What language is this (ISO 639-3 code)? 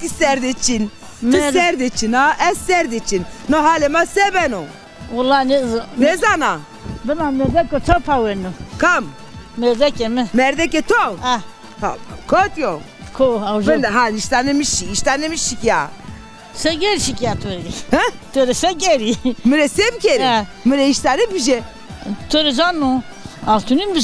zza